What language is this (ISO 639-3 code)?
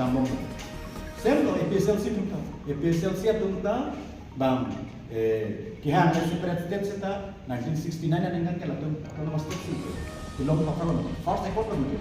mjw